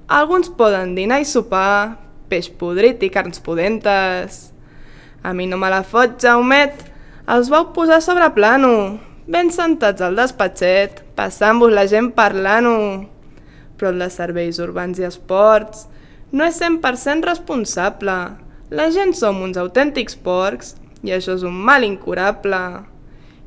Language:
Catalan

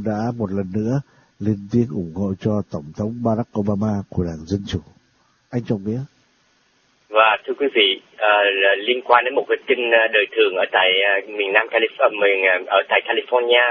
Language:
Vietnamese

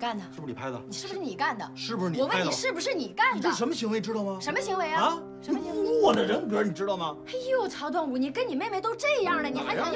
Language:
Chinese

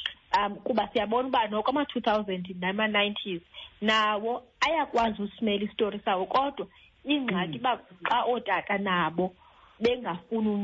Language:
Xhosa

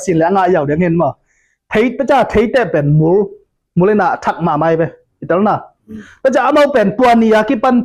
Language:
Tedim Chin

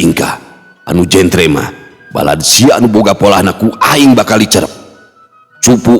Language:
Sundanese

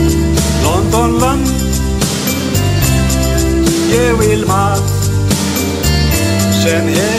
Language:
Icelandic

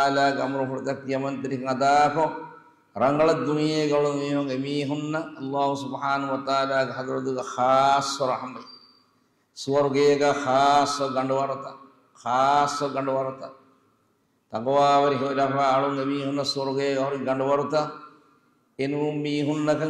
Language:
Divehi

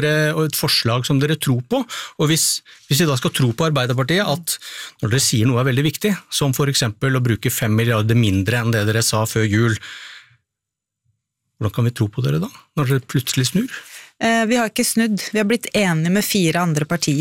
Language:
Norwegian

